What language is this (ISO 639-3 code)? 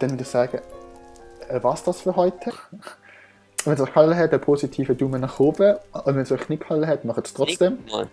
gsw